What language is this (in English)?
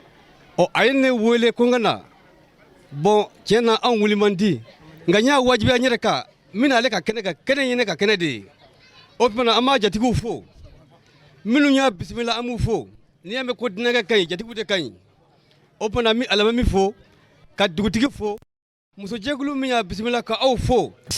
Bambara